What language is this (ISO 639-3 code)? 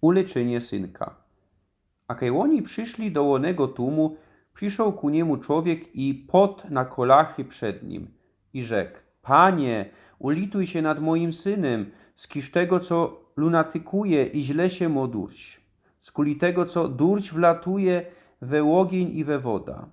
szl